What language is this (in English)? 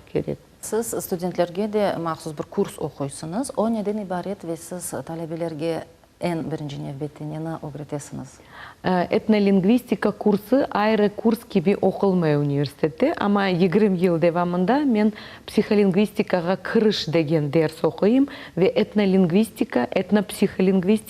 Crimean Tatar